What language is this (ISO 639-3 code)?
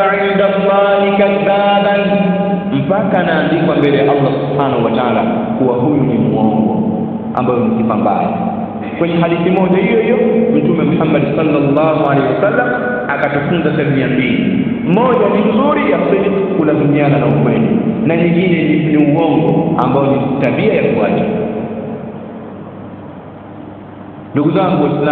swa